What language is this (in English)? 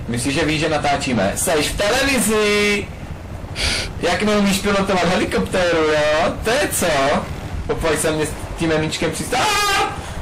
Czech